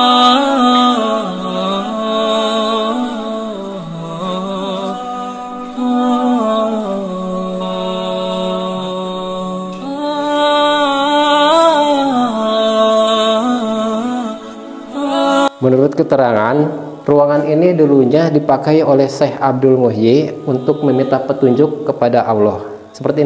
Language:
Indonesian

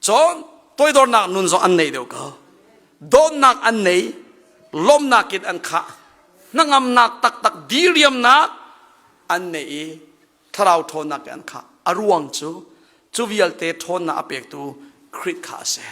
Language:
Hakha Chin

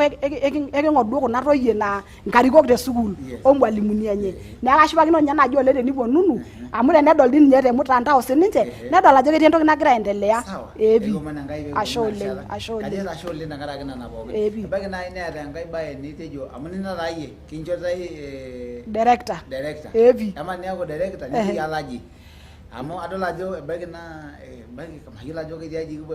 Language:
Masai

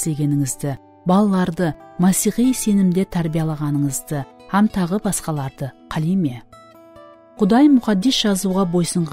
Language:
Kara-Kalpak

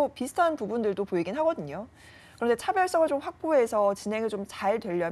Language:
Korean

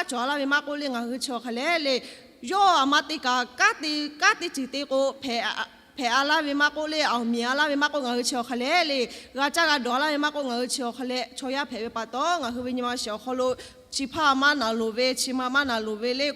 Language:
Lahu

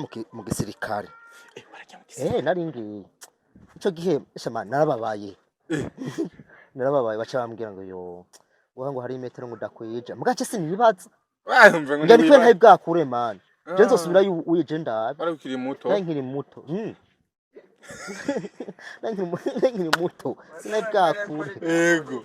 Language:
Rundi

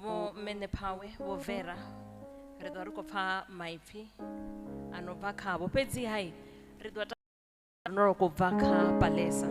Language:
Venda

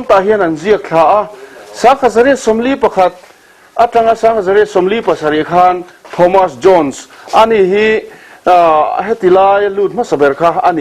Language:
Mizo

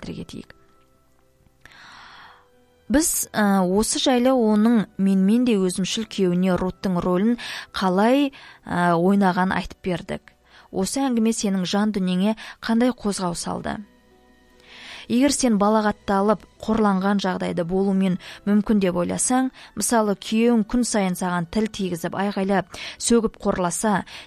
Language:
Kazakh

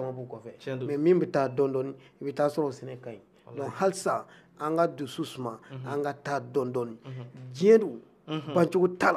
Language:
Bambara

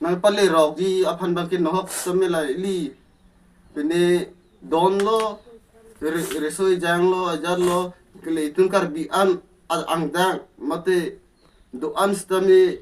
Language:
Karbi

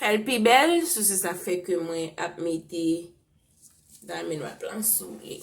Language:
Haitian Creole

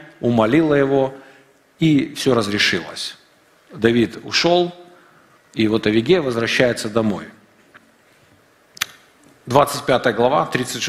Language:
Russian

